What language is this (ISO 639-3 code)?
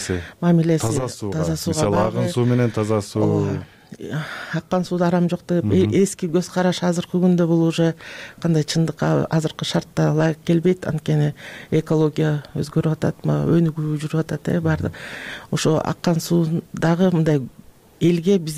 kir